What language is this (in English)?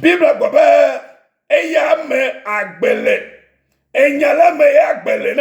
Ewe